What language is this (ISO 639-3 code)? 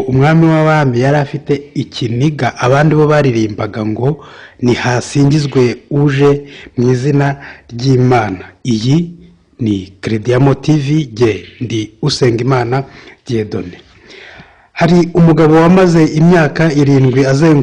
kin